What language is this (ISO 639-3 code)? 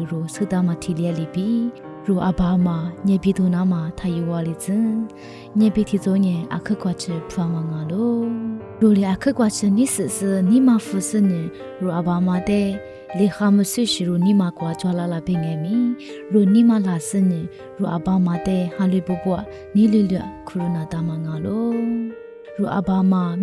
lis